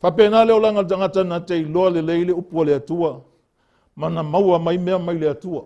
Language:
Samoan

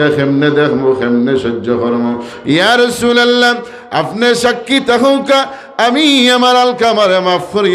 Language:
Sylheti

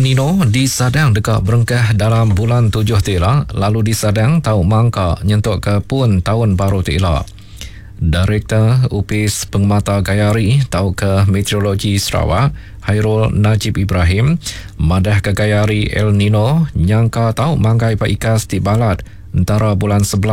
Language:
Iban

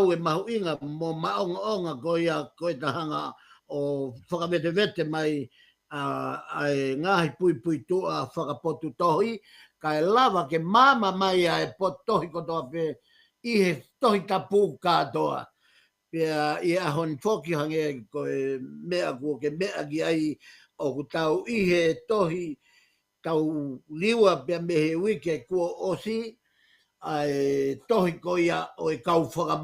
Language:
Tongan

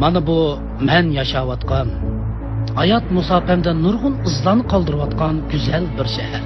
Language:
Uyghur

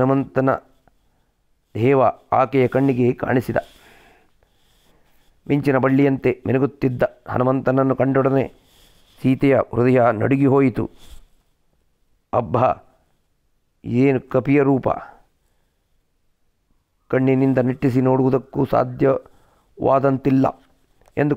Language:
Kannada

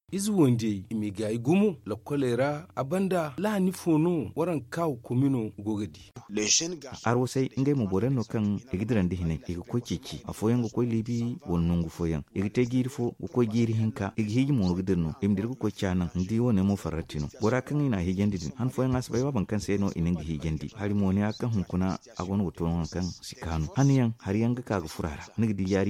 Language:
Zarma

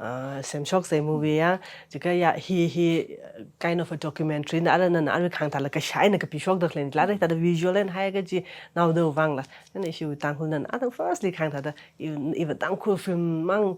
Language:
Tangkhul Naga (India)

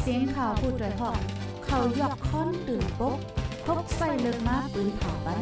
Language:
Shan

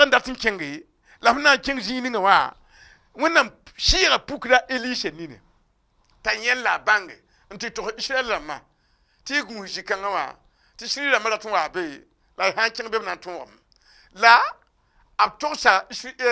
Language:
Mossi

